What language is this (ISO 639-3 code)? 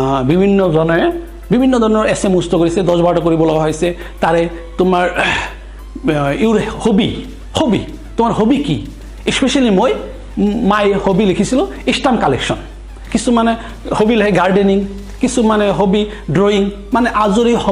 asm